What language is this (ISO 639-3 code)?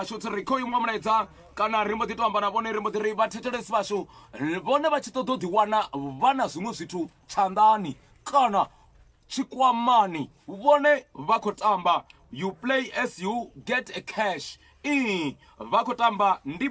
ven